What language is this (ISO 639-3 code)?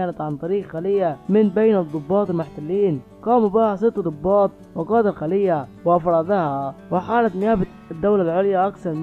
ara